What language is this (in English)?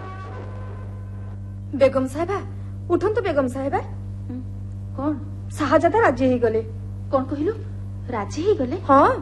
Odia